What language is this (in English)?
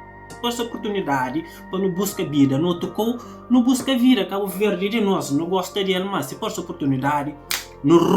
Kabuverdianu